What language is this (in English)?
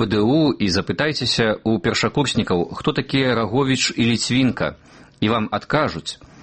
Belarusian